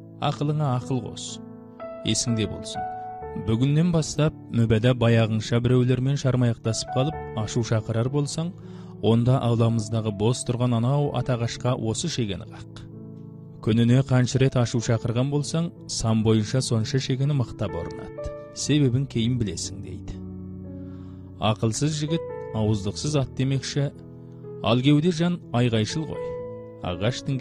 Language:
Kazakh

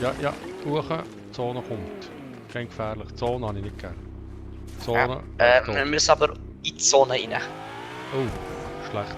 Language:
Swiss German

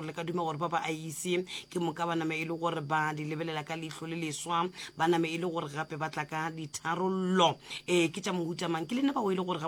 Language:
Northern Sotho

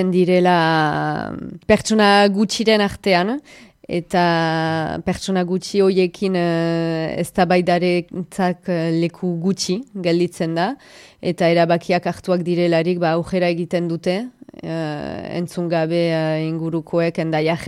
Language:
Basque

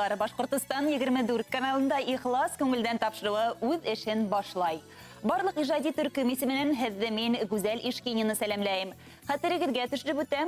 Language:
Bashkir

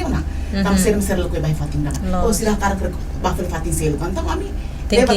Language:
Tetum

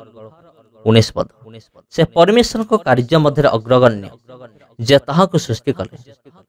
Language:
Odia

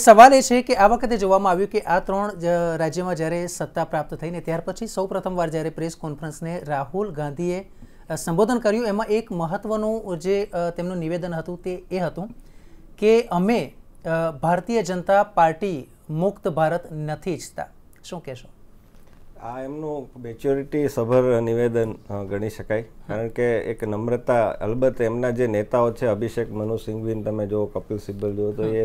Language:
Gujarati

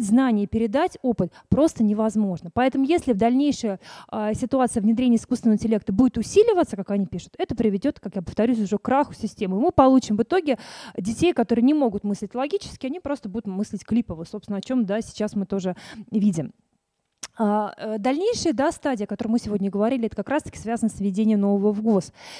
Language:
Russian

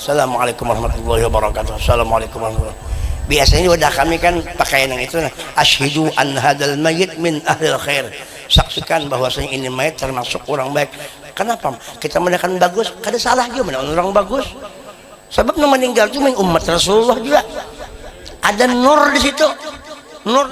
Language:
Banjar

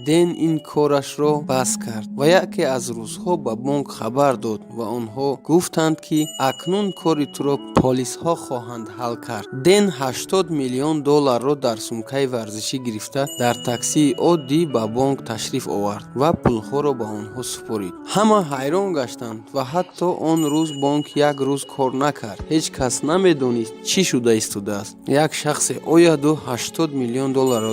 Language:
Tajik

